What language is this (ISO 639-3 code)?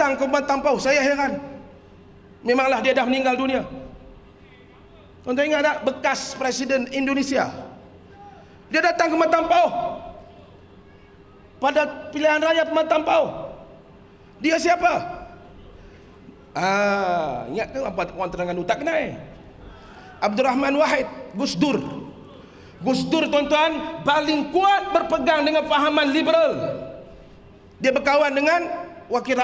msa